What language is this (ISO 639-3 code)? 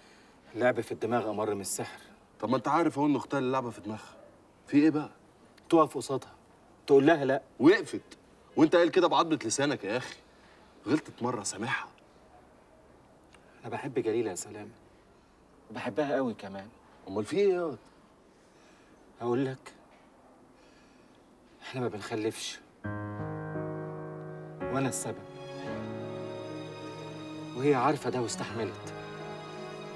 arz